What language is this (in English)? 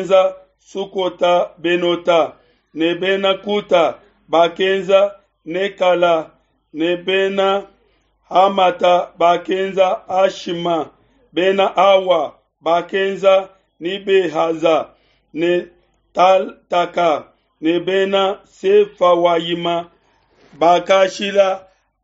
Luba-Lulua